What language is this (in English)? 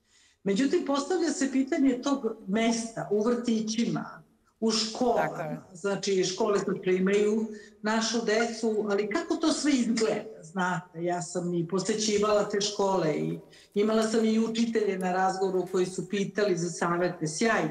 Serbian